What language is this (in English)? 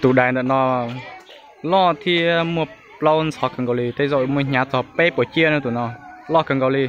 Hmong